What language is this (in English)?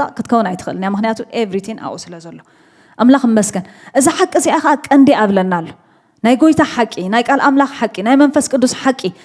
Tigrinya